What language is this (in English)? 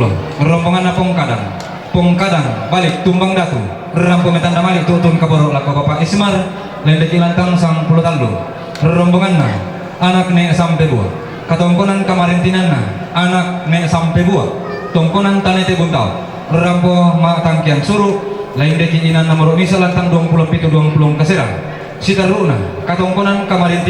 Toraja-Sa'dan